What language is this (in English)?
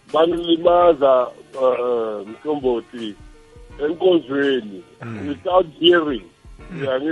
South Ndebele